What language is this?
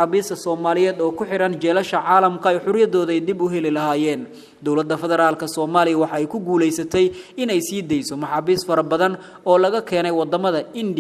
Somali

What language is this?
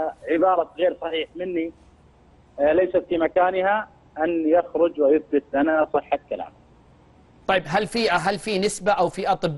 Arabic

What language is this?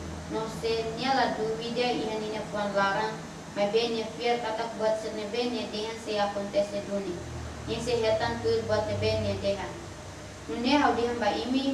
Tetum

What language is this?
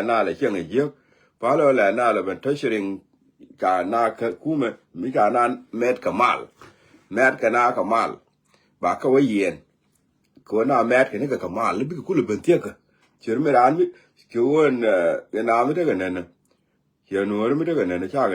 Nuer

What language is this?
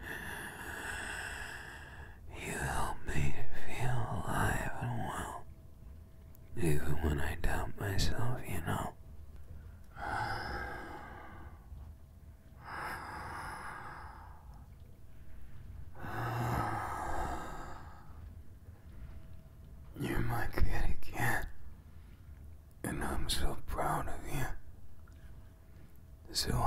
English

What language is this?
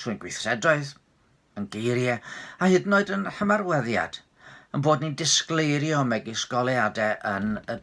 Welsh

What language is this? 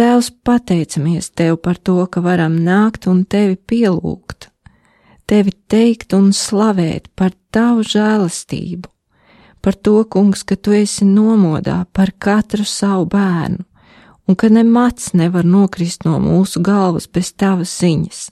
Latvian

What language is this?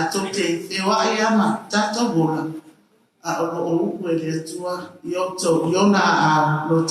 Samoan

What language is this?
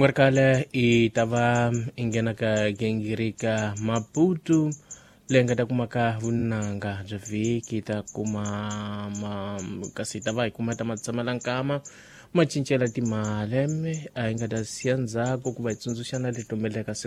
Tsonga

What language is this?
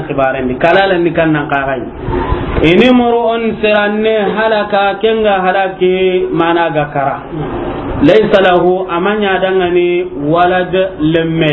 Soninke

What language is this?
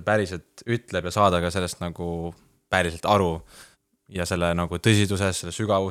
Estonian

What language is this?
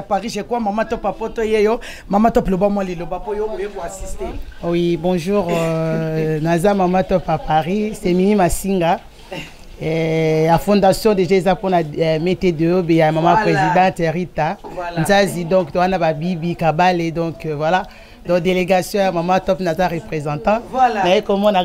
Lingala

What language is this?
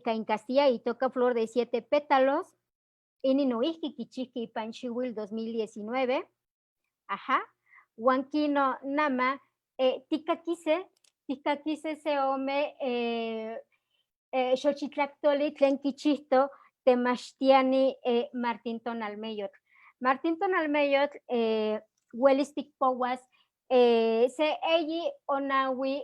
Eastern Huasteca Nahuatl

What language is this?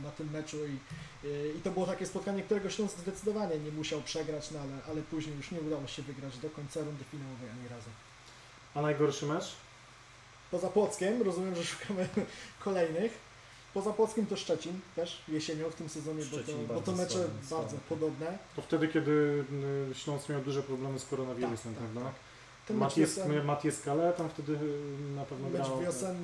Polish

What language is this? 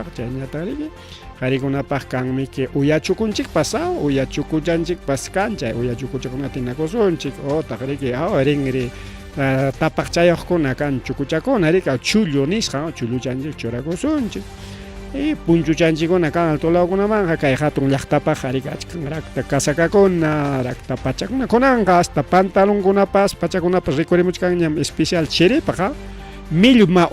Ayacucho Quechua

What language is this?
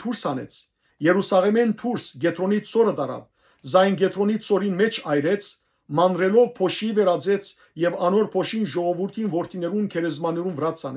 Western Armenian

